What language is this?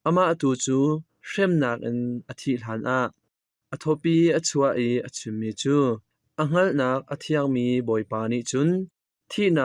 Hakha Chin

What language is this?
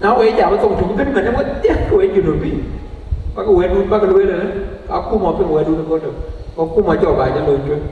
Dinka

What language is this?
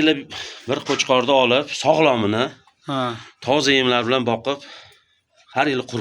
Uzbek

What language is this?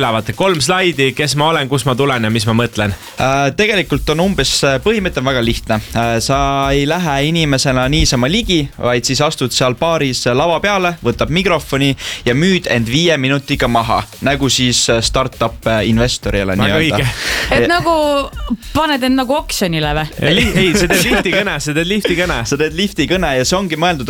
Estonian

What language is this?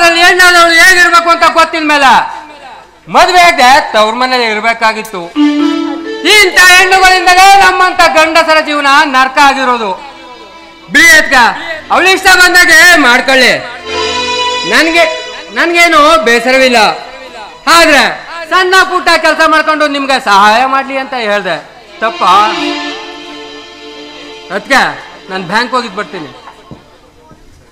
Kannada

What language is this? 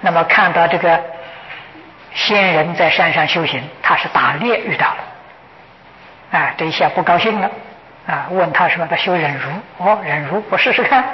Chinese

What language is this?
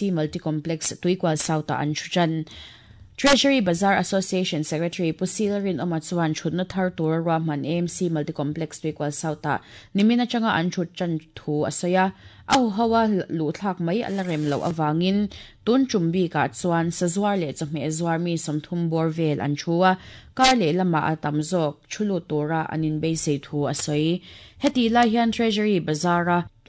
Mizo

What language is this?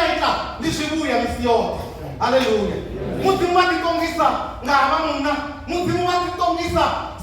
Venda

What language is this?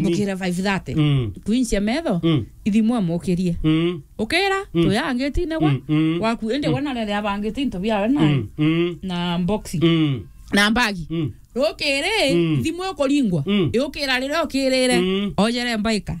Meru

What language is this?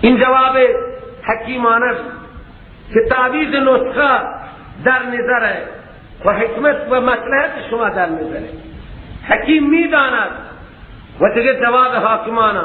Persian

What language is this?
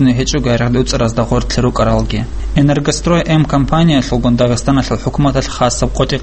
Avaric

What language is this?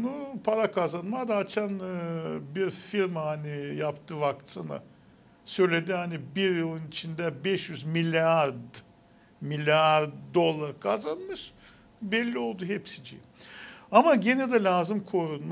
Gagauz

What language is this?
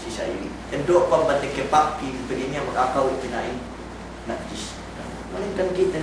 Yakan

